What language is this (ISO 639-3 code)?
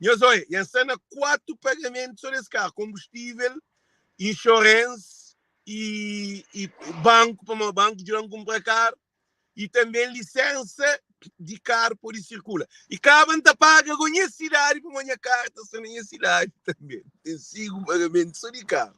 kea